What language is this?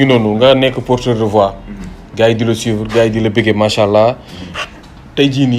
Wolof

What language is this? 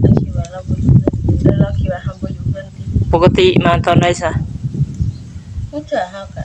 Northeastern Thai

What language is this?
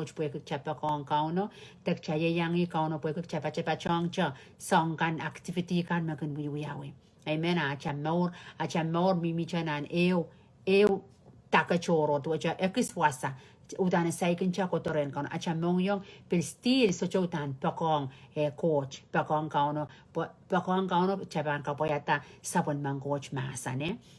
Pohnpeian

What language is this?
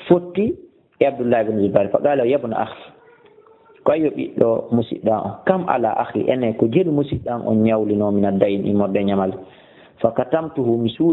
Fula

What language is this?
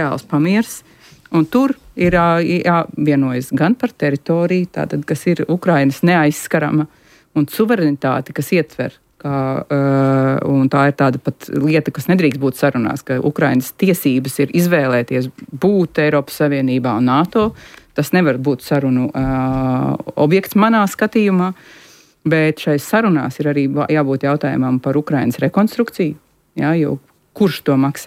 Latvian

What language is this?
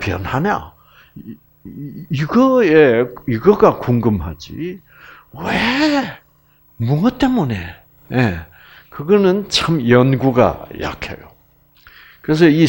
Korean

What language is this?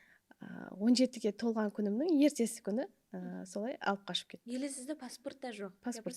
Kara-Kalpak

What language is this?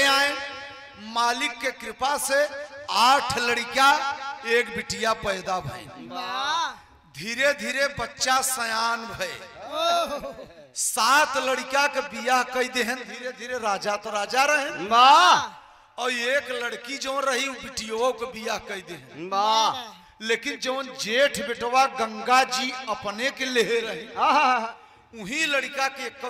Bhojpuri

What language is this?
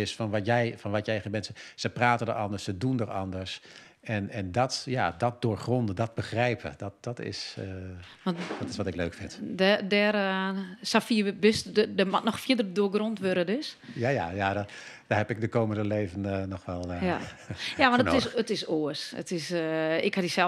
Western Frisian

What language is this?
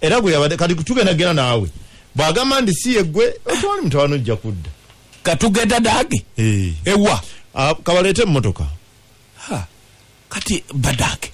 Ganda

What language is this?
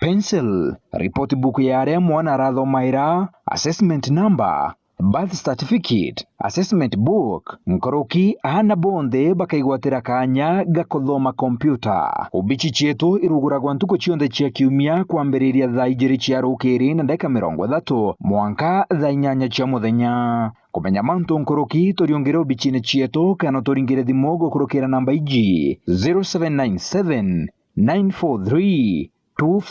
Meru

